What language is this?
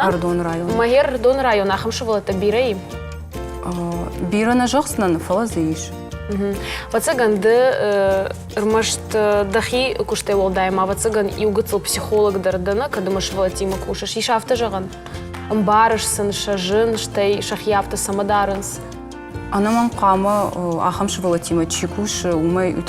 Ossetic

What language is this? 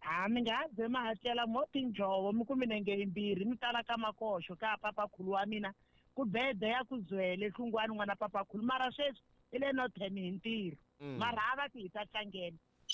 Tsonga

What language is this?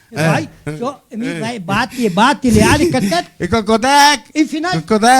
Venetian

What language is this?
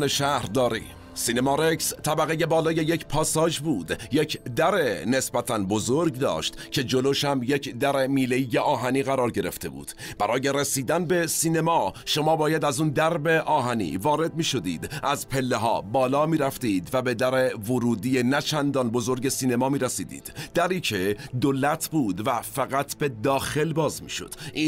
Persian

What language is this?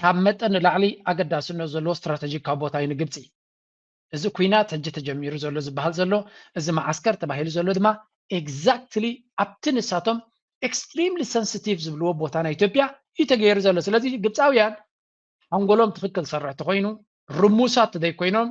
Tigrinya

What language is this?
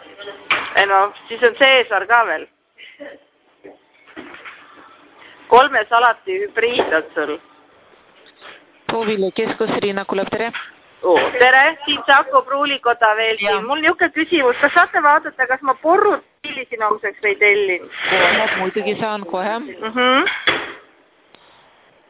Estonian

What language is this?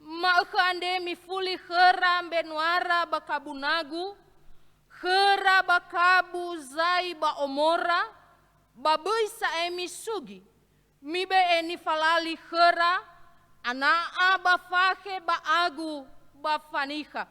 Nias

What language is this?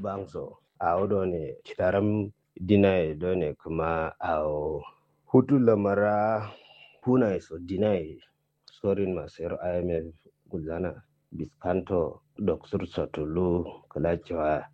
Kanuri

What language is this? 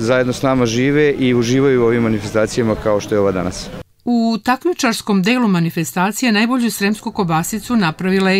Serbian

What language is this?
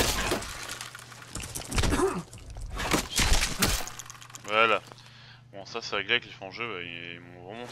French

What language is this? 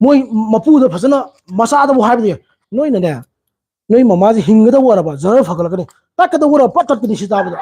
Manipuri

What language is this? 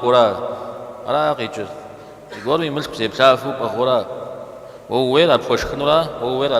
Kabardian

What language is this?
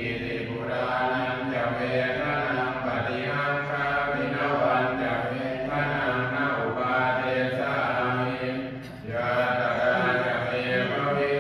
Pali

